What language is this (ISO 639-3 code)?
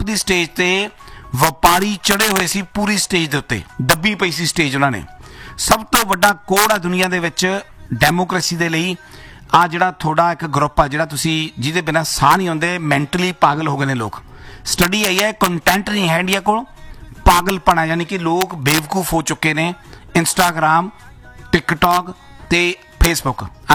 pan